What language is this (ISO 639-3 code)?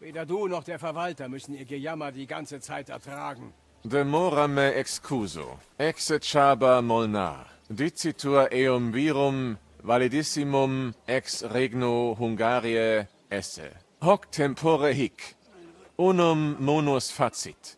bar